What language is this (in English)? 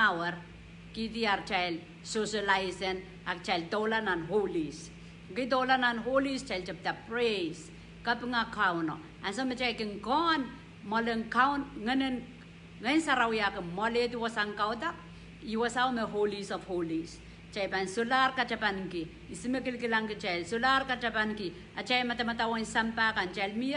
Pohnpeian